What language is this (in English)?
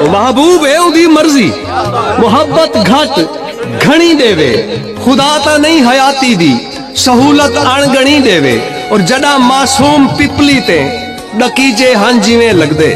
Saraiki